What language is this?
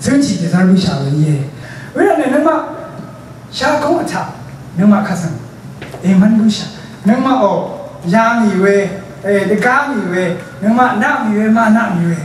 Rawang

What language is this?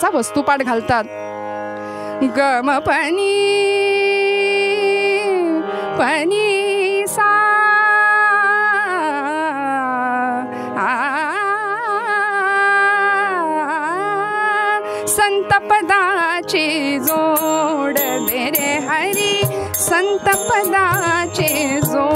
Marathi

